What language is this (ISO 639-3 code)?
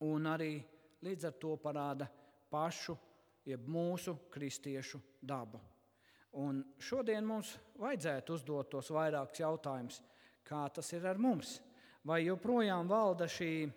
lav